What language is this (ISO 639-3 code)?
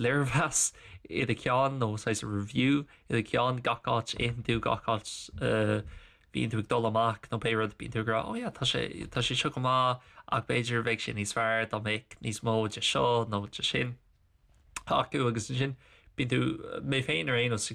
gle